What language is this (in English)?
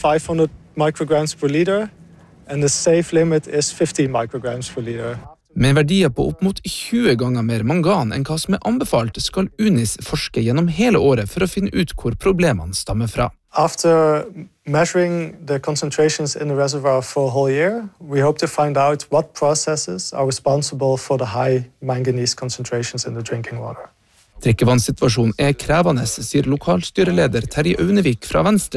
Norwegian